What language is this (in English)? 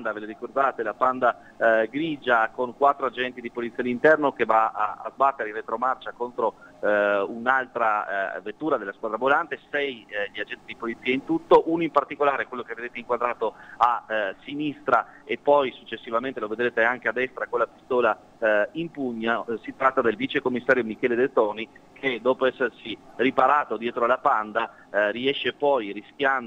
Italian